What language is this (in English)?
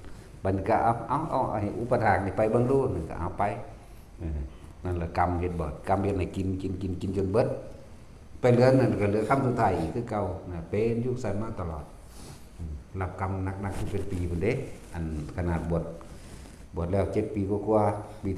Northeastern Thai